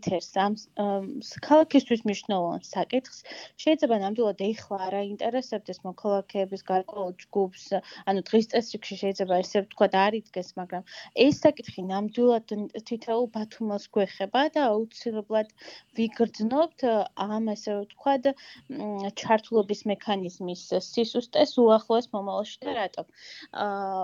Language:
Georgian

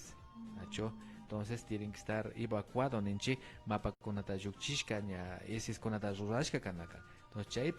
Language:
Imbabura Highland Quichua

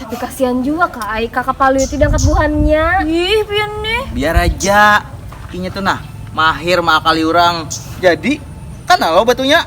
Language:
Banjar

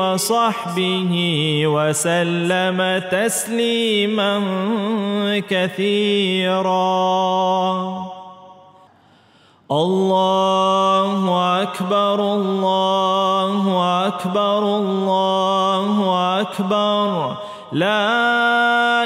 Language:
Arabic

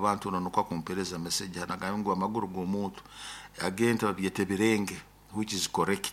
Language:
Nyoro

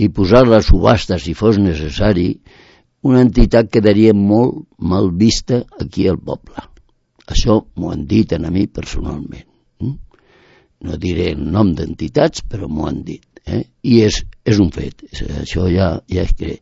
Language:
Catalan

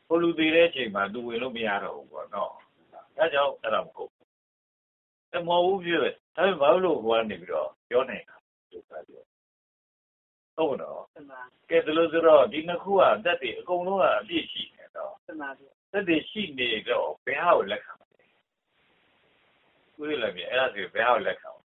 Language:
Burmese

